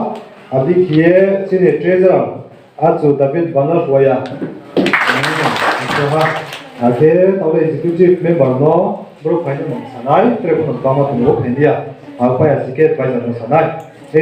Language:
Riang (India)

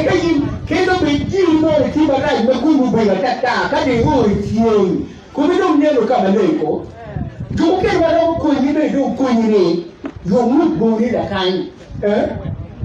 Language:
Acoli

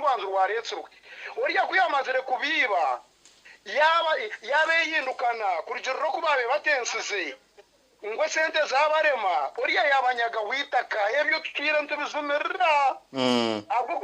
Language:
Nyankole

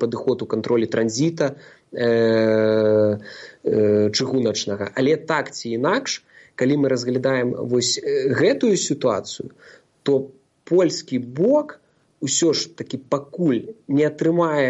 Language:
Belarusian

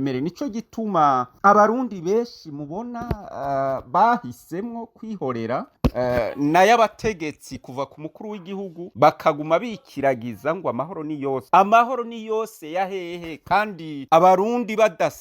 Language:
Rundi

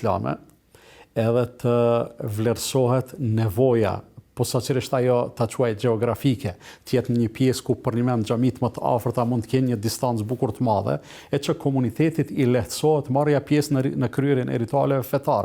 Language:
Albanian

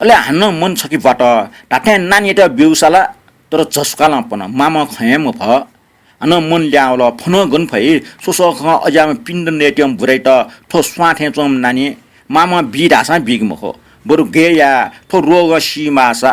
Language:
Newari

